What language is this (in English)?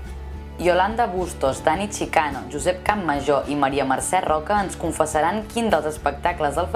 Catalan